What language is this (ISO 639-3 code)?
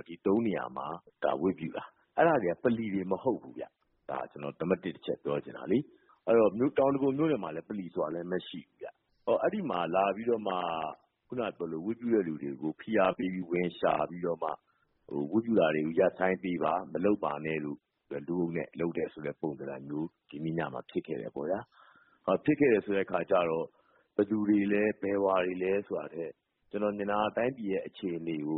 mya